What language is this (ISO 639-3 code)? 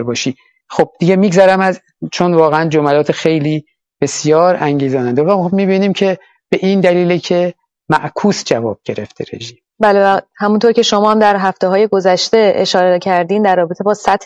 fas